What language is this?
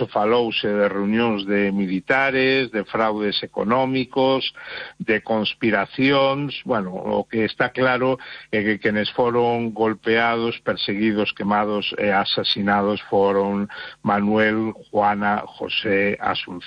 Galician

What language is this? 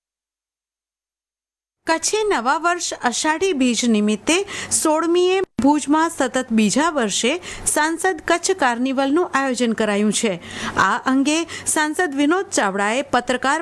Gujarati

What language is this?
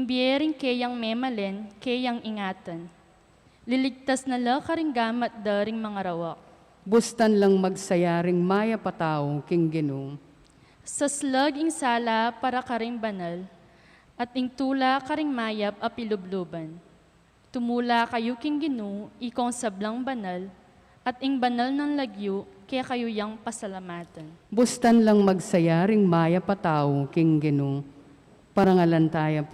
Pampanga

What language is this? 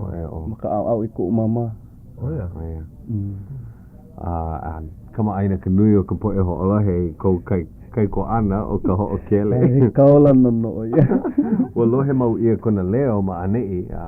Hawaiian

